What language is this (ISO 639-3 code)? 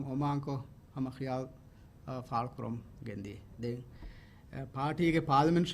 div